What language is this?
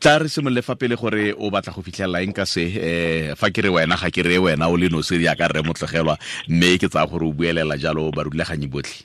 Tswana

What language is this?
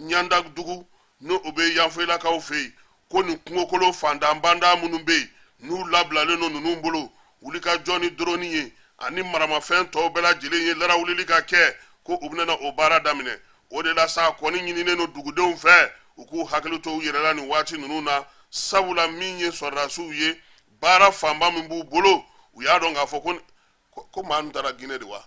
Bambara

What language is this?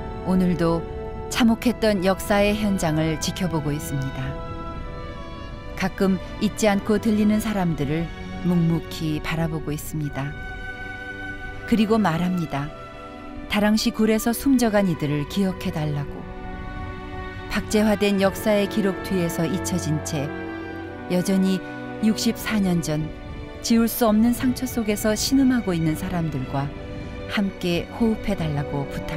Korean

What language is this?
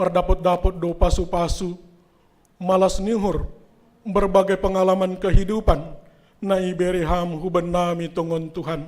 Batak Simalungun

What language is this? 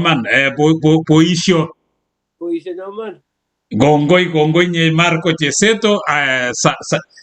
Kalenjin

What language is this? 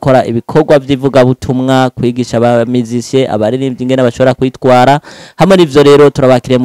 Rundi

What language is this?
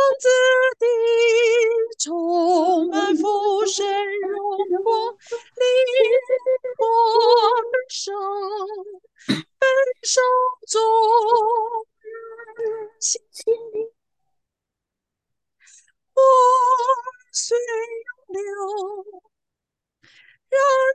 Chinese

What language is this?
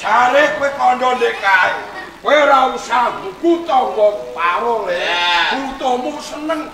Javanese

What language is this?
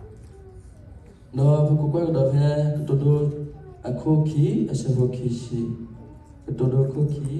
S'gaw Karen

